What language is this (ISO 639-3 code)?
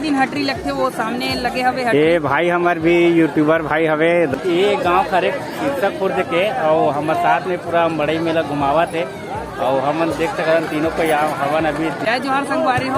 hne